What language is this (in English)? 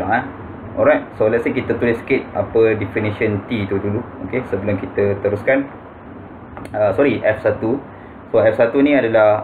Malay